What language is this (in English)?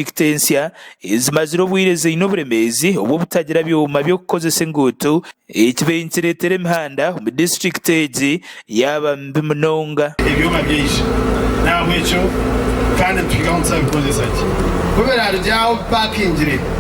Nyankole